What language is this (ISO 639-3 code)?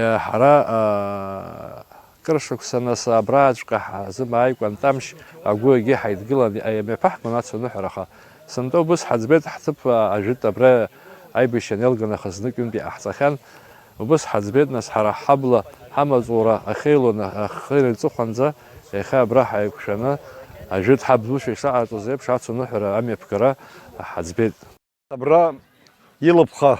abk